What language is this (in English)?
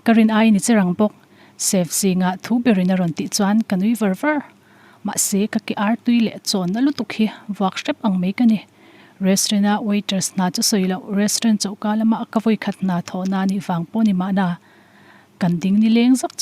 Mizo